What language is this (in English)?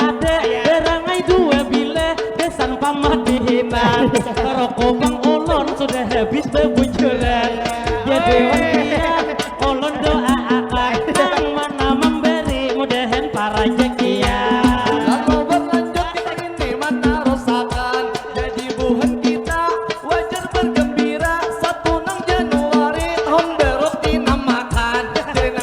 Banjar